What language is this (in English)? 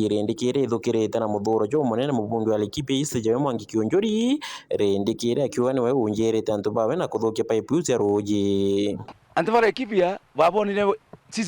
Meru